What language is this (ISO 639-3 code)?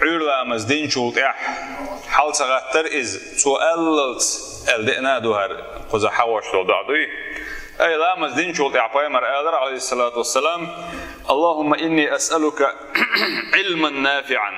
che